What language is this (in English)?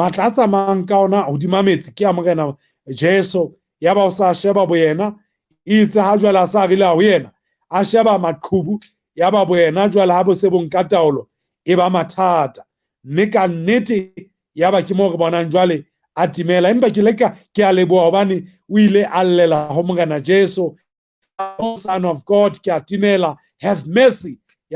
Southern Sotho